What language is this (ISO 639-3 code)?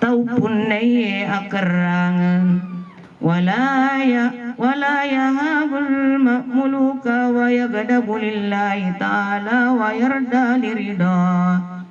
bug